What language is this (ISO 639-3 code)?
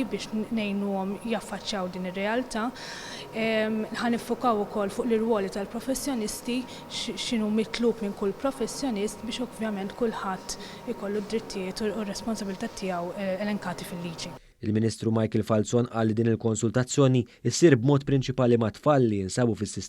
mlt